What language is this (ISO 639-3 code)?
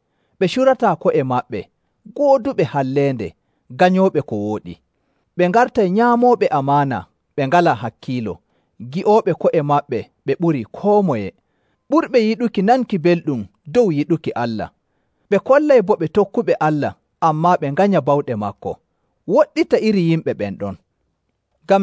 fuv